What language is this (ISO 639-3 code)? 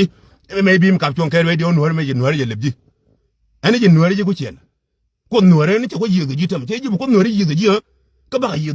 nus